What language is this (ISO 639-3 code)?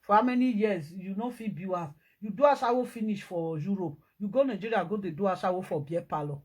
pcm